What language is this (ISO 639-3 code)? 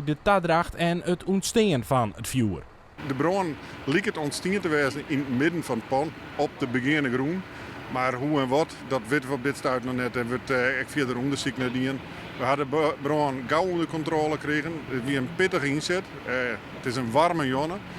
fry